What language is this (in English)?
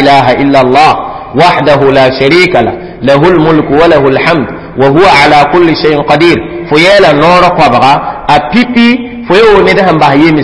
Mossi